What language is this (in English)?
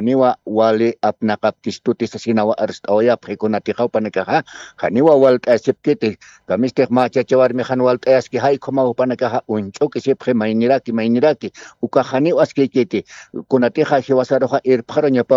Aymara